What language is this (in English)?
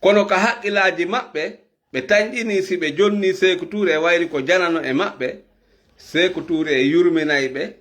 Fula